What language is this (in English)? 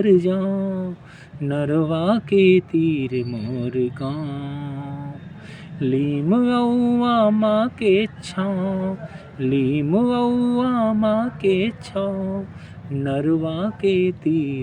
Chhattisgarhi